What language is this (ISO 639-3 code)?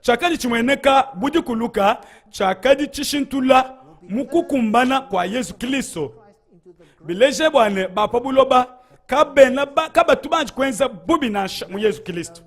lua